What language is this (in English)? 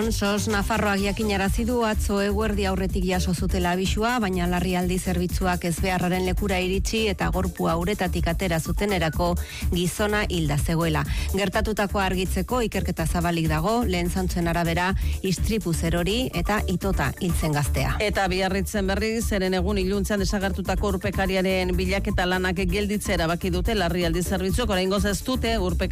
Basque